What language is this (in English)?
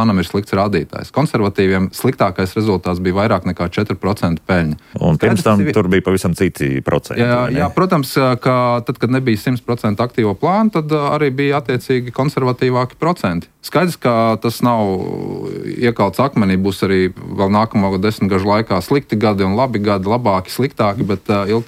Latvian